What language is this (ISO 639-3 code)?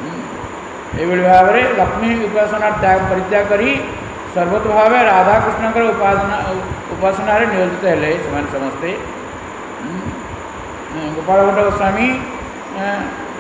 ori